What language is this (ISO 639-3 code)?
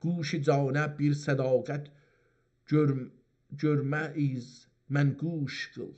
azb